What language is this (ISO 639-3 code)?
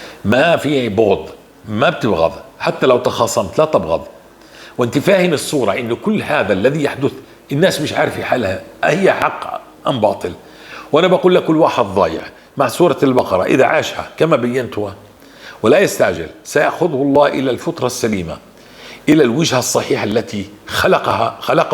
apc